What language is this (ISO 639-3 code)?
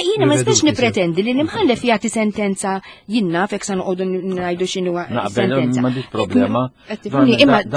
mlt